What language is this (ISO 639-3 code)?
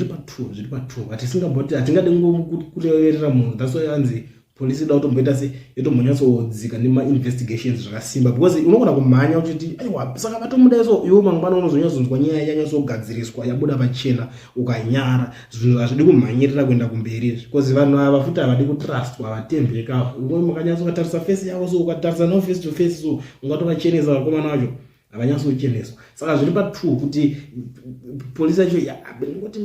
sna